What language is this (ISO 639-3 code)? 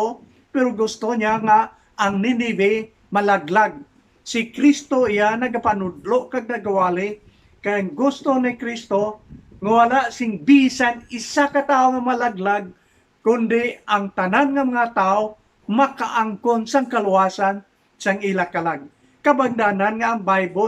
hil